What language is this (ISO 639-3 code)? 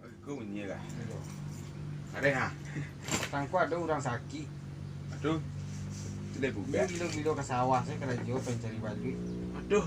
min